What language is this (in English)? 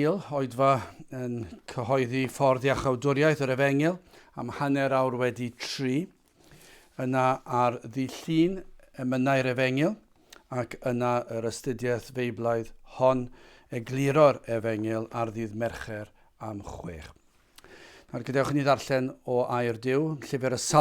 Welsh